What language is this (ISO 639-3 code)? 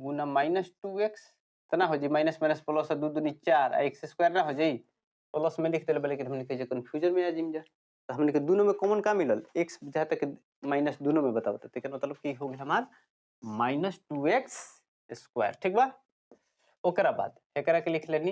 bho